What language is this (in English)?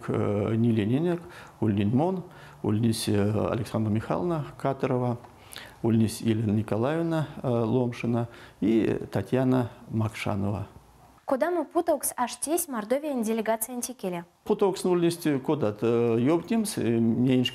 Erzya